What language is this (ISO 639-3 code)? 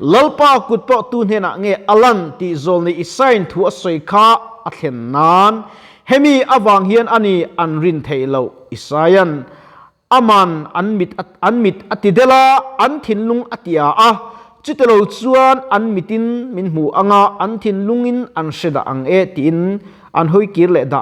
lus